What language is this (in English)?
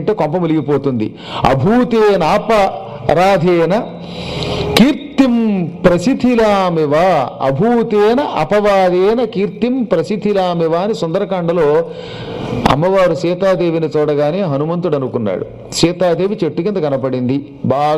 Telugu